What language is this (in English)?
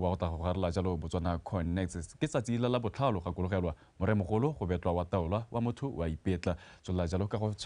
Tswana